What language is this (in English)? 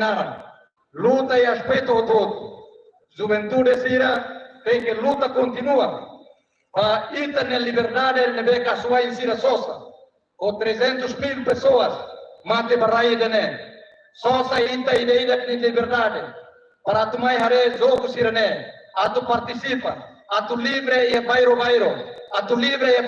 Tetum